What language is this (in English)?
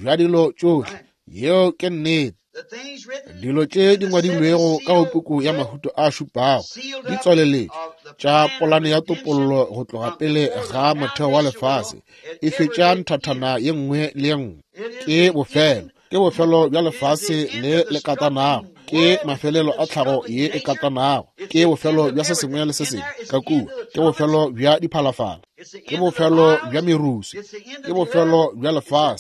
Northern Sotho